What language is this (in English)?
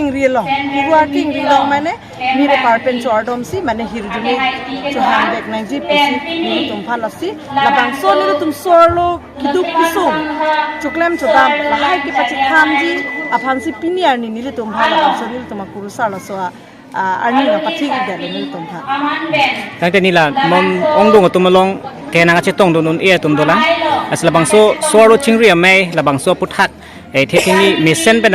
Karbi